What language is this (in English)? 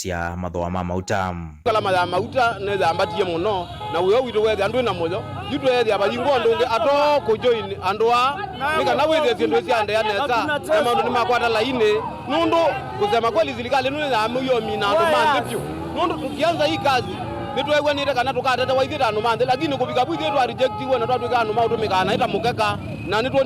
Kamba